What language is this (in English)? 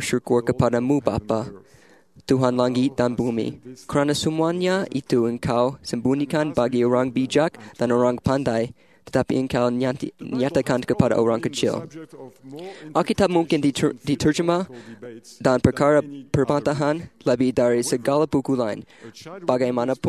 Malay